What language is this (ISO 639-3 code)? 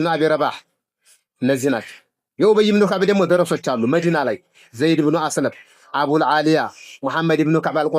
amh